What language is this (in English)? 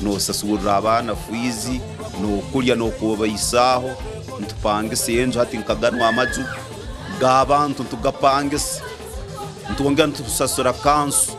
Nyankole